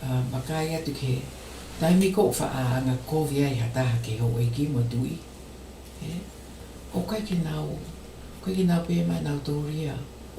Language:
Tongan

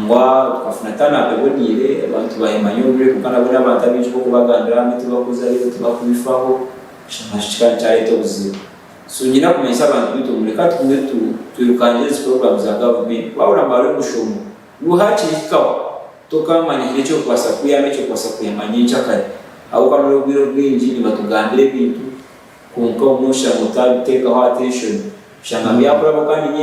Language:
Nyankole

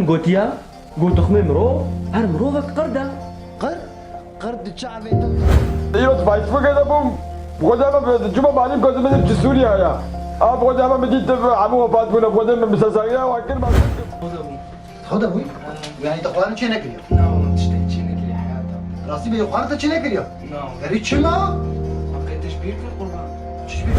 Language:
Kurdish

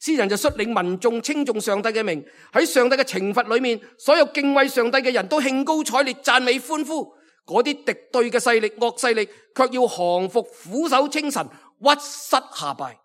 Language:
Cantonese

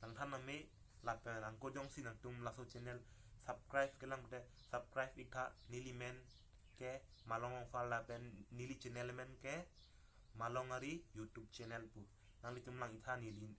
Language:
Karbi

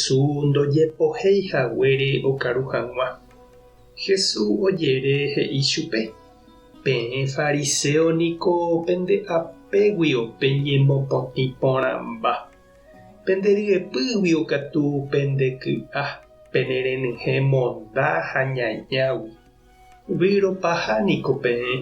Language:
Guarani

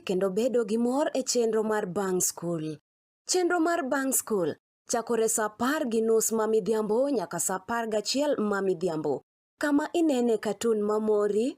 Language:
Luo (Kenya and Tanzania)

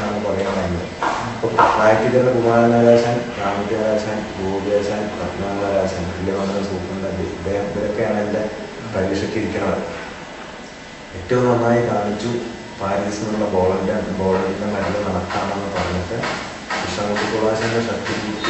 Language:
Malayalam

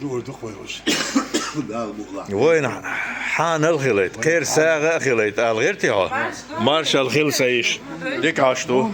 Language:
Chechen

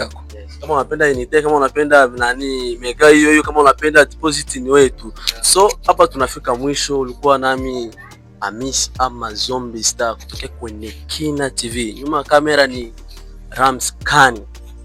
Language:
Swahili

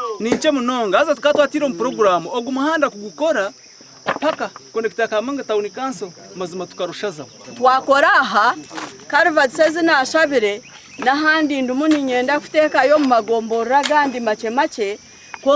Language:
Nyankole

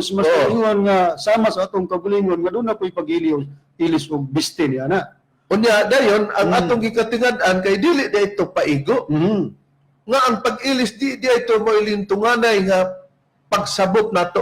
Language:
Cebuano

